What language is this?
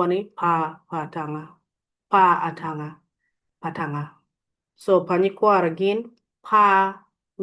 Acoli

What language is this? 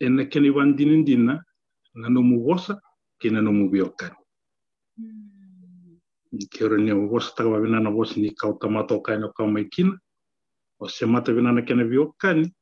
Fijian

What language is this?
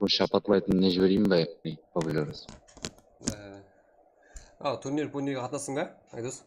Kara-Kalpak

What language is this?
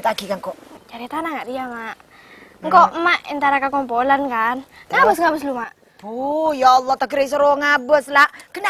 Madurese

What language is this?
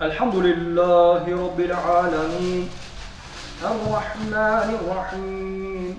Crimean Tatar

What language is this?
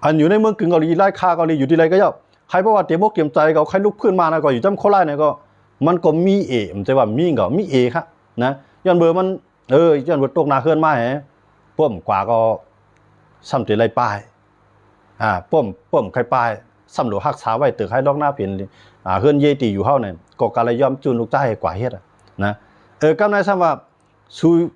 Shan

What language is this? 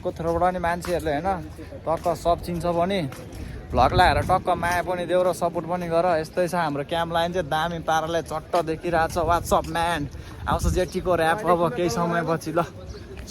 Nepali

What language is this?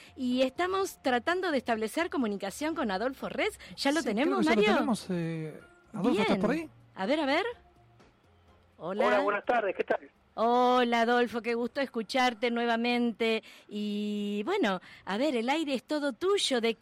Spanish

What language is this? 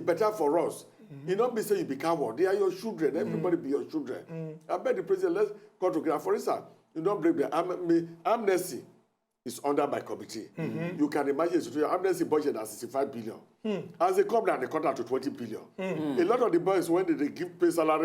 Nigerian Pidgin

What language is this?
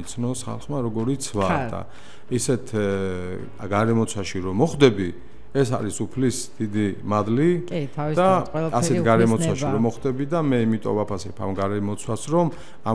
Georgian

